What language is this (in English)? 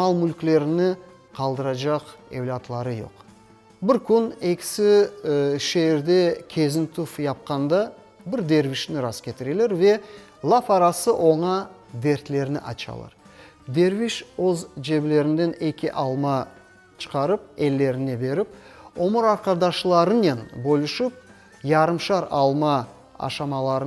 Crimean Tatar